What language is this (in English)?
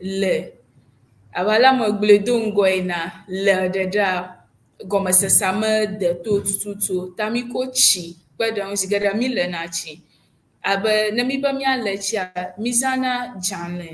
Ewe